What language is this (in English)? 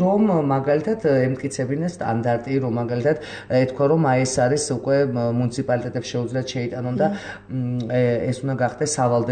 Georgian